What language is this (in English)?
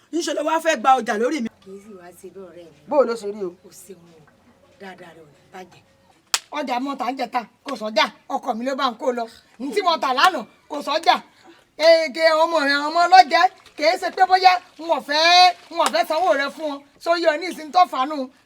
Yoruba